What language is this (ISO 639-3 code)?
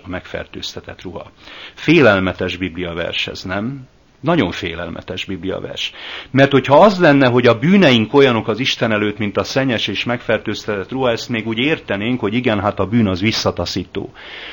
hun